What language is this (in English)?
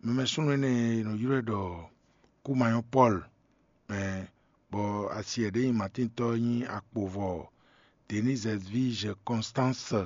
Fon